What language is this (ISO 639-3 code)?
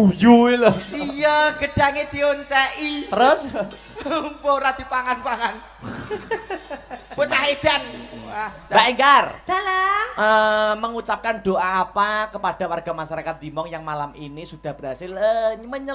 jav